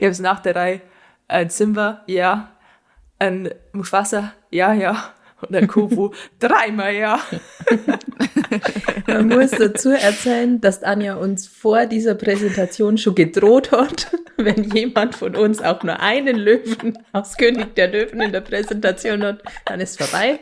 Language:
Bavarian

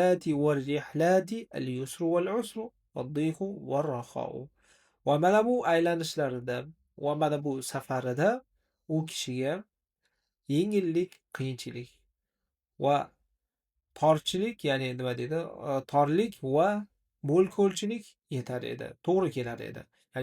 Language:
Uzbek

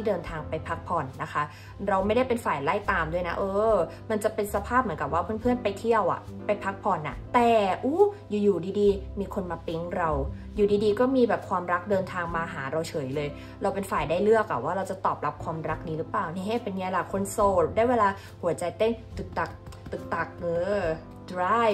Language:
Thai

